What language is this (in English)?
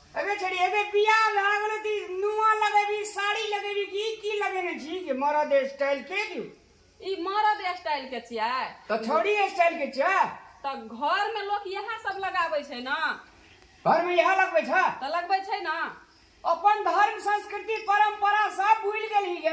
Maithili